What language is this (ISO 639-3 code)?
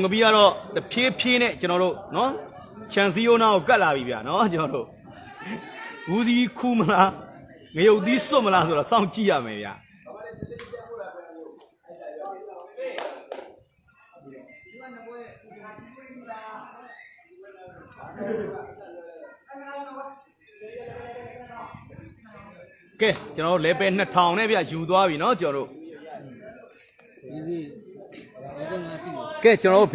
mya